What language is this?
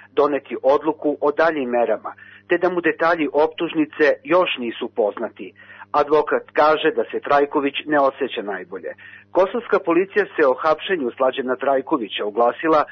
Serbian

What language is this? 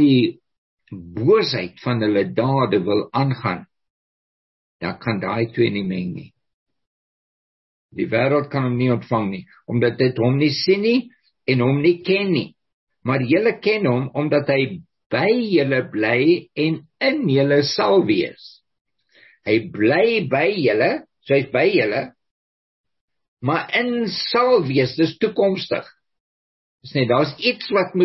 Afrikaans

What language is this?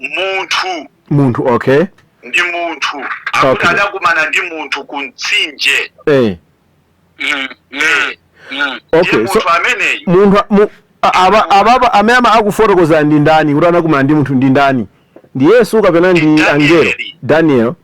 Nyanja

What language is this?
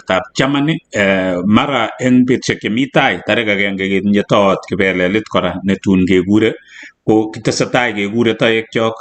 Kalenjin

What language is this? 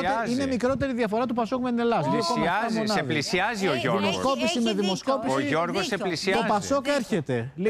Greek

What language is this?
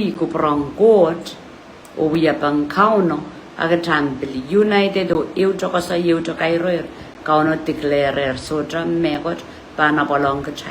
Pohnpeian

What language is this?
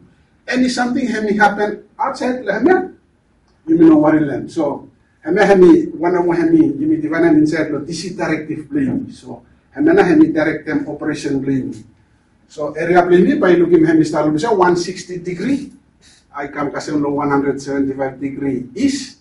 Bislama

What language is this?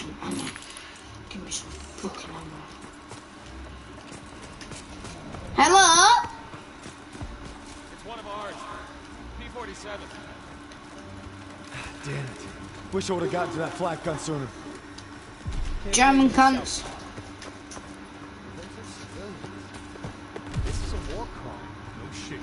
English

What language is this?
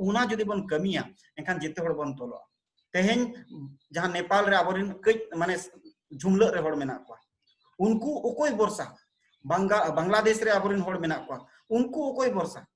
Santali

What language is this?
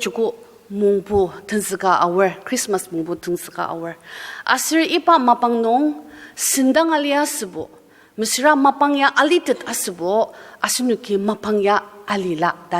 Ao Naga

